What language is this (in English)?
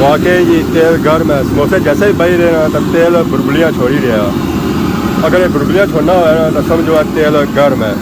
Pahari-Potwari